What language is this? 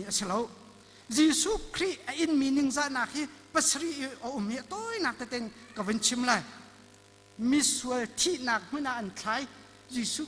Hakha Chin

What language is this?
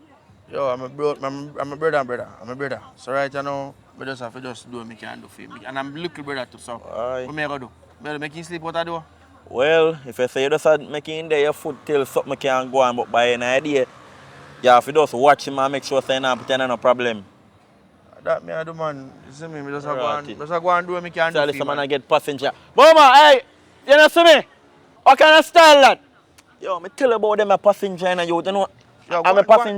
Jamaican Creole English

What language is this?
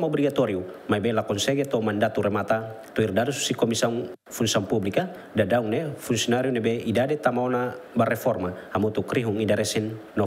Tetum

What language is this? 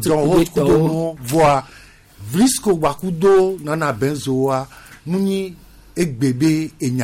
Gen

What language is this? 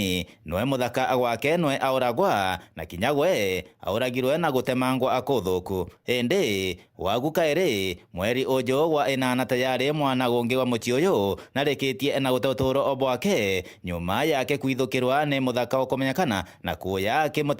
Meru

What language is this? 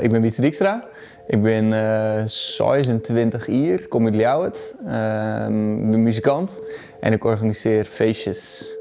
Western Frisian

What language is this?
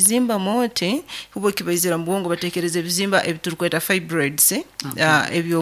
Nyoro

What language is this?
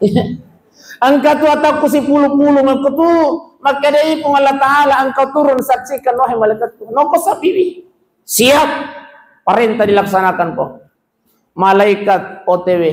Buginese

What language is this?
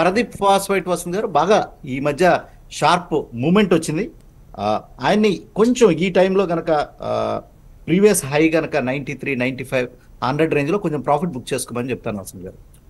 Telugu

